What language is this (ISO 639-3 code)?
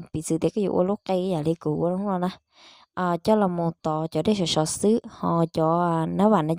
hmn